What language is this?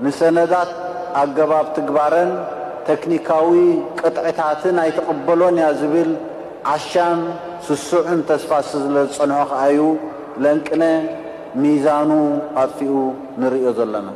Tigrinya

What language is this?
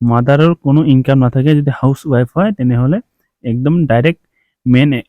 Assamese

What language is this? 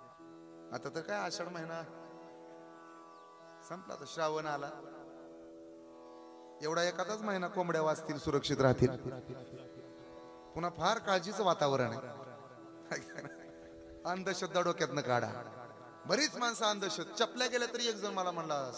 Marathi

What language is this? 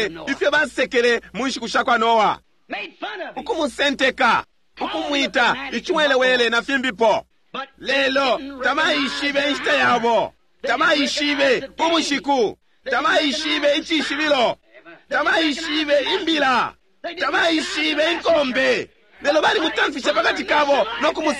Bemba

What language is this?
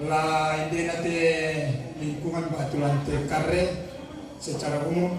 Toraja-Sa'dan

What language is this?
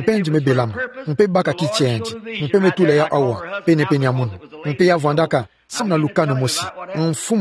Kituba (Democratic Republic of Congo)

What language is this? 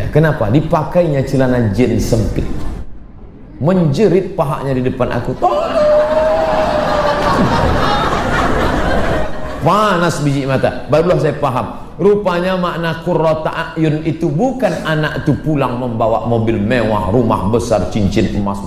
Indonesian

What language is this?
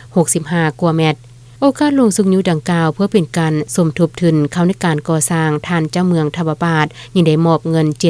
Lao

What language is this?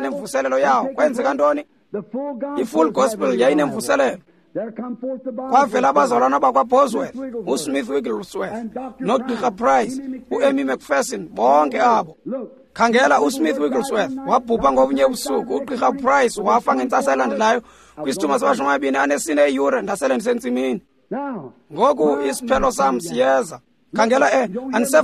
Xhosa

